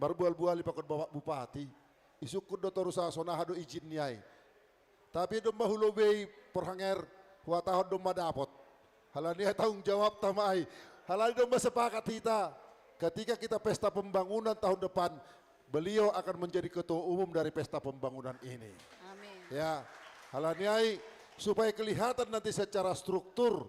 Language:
Batak Simalungun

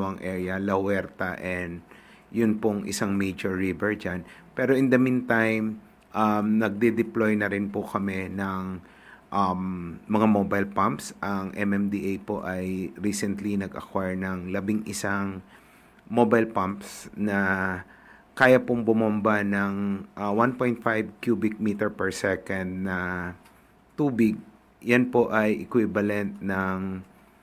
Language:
Filipino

